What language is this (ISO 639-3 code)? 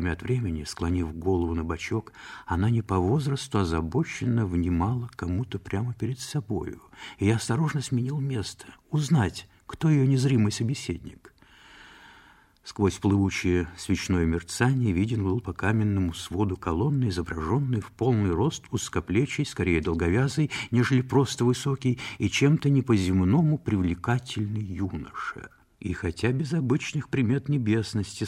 rus